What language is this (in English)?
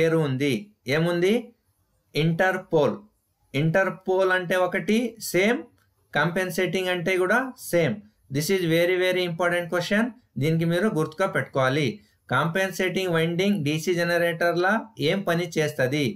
Telugu